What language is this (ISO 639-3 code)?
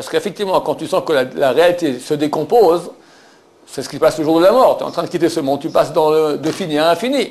fra